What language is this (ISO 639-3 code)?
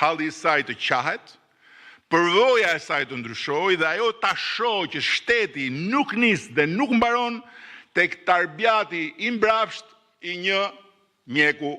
sqi